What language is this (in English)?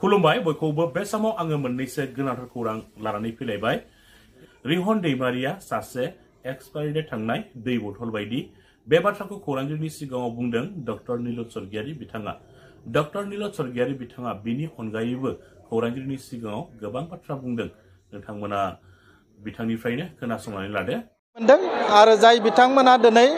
Bodo